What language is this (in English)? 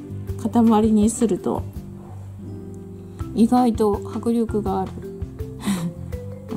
Japanese